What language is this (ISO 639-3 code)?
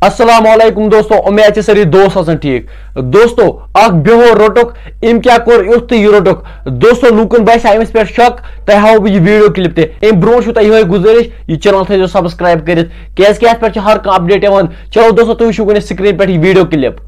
kas